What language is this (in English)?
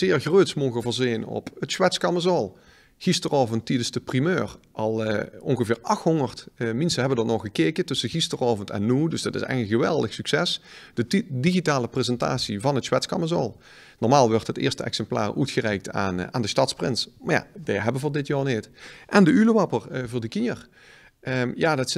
Limburgish